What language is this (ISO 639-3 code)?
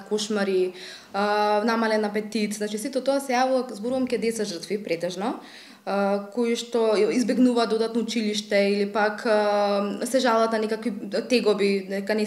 mkd